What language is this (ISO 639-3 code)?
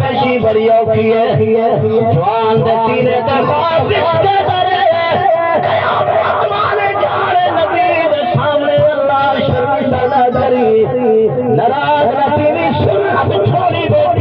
skr